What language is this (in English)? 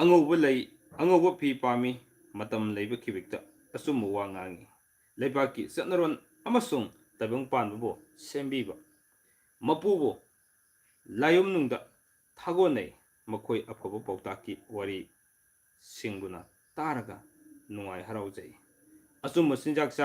Manipuri